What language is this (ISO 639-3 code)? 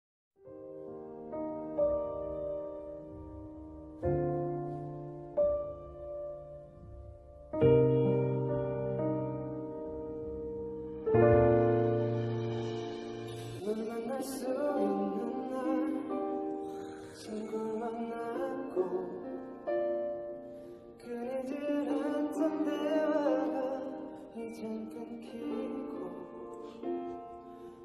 kor